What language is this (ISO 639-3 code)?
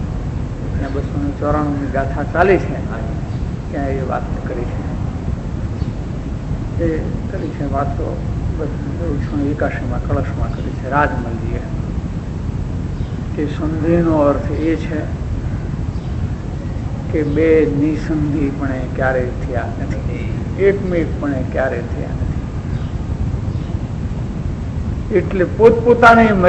guj